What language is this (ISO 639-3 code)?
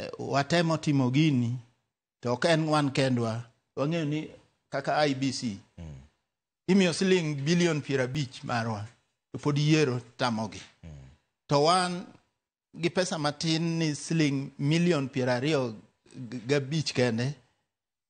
luo